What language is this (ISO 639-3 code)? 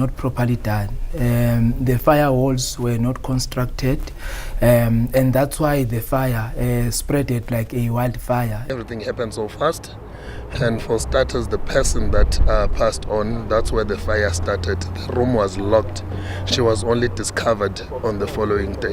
ven